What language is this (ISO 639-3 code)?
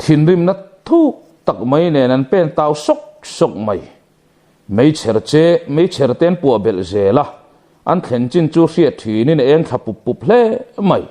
lus